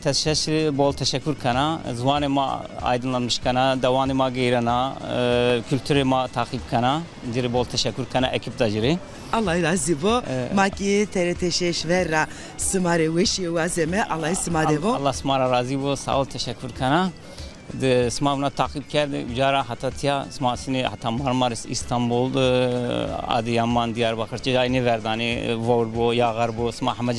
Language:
Zaza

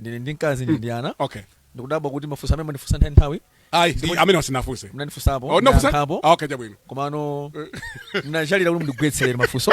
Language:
Nyanja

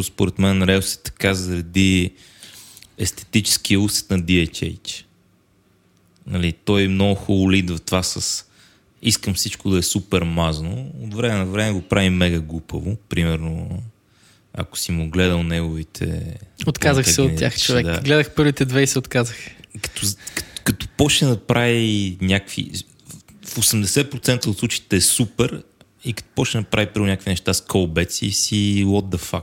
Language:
Bulgarian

